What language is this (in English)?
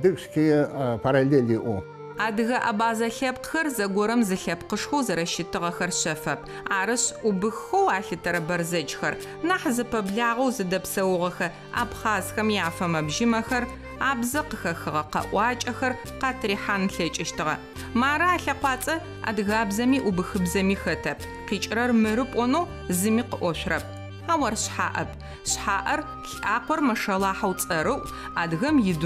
Adyghe